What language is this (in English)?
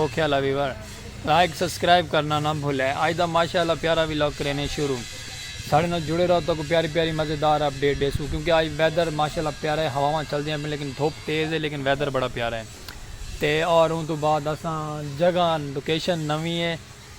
Saraiki